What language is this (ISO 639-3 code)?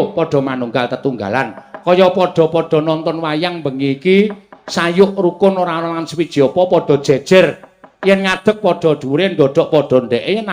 jav